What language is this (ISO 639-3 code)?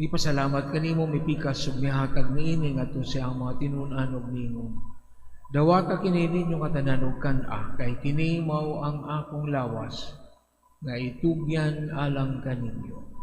ceb